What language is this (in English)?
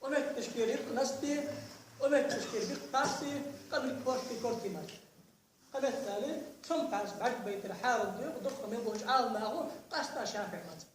Ingush